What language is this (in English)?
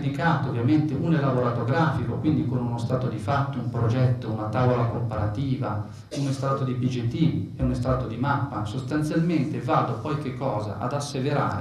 Italian